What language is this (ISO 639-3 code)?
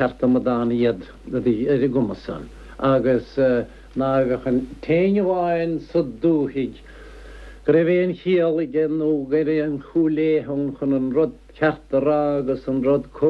gle